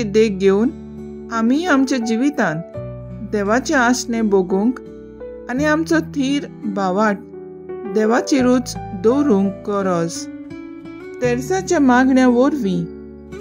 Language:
Konkani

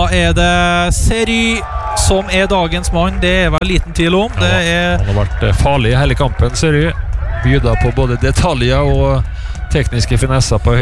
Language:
Norwegian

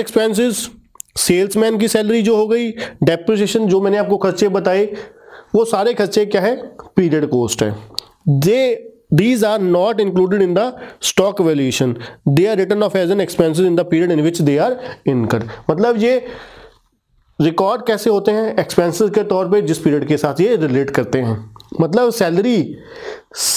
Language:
Hindi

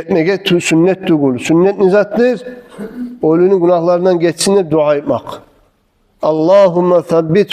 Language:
Kumyk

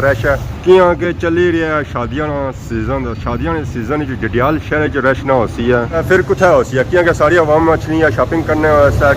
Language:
Pahari-Potwari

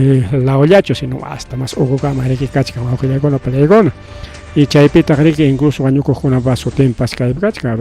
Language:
Ayacucho Quechua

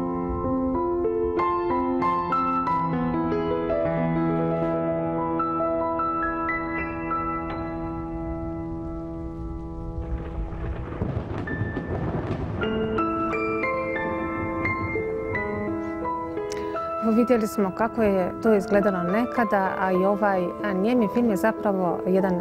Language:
Croatian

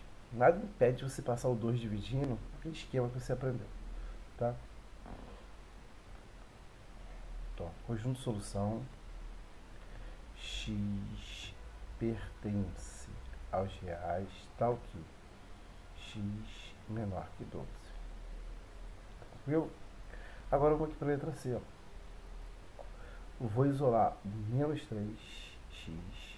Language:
Portuguese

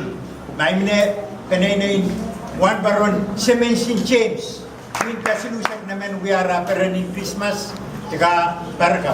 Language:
Pohnpeian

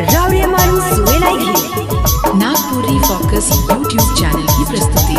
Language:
Sadri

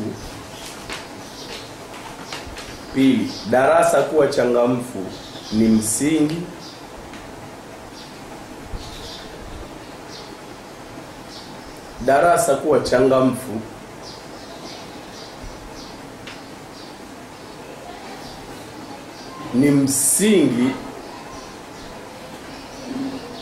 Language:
Swahili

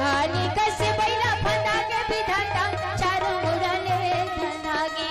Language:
Chhattisgarhi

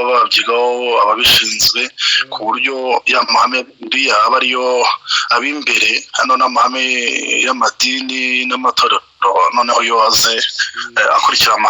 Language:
Kinyarwanda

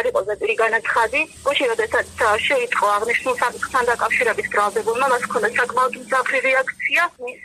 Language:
Georgian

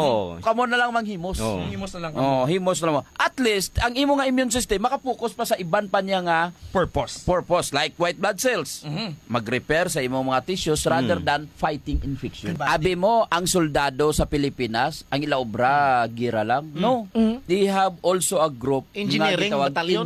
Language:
Hiligaynon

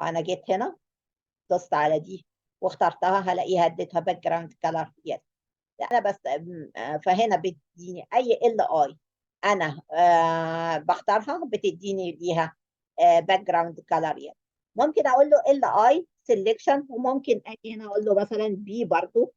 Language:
Egyptian Arabic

